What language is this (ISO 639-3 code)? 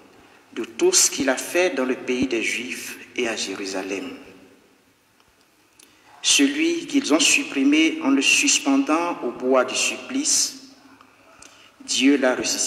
fra